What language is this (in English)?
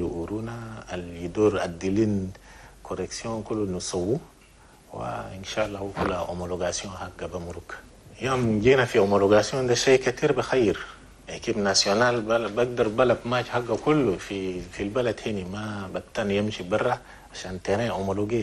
Chadian Arabic